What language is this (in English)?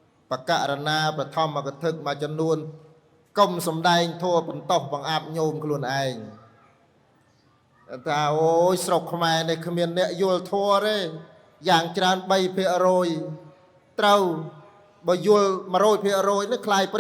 Khmer